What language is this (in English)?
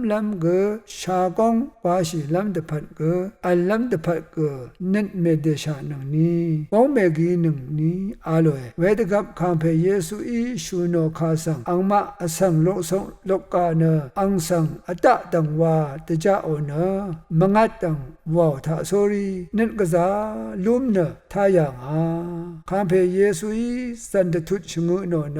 Rawang